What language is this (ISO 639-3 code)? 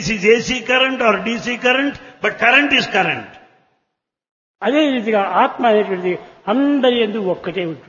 tel